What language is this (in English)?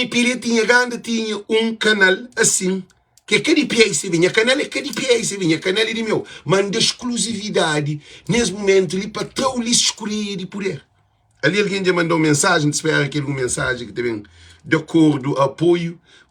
Kabuverdianu